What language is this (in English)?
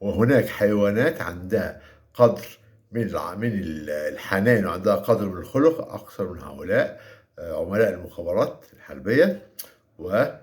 Egyptian Arabic